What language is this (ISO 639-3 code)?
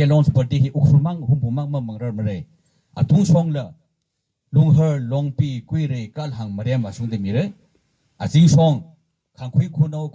nmf